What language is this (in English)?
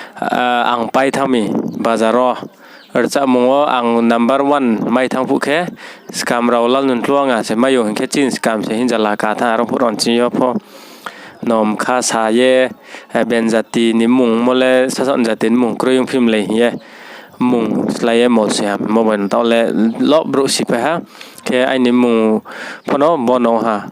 Riang (India)